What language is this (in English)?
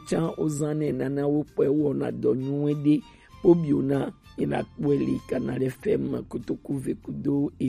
Gen